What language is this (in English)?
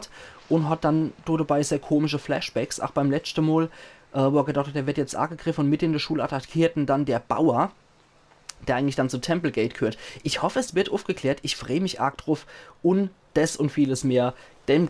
Palatine German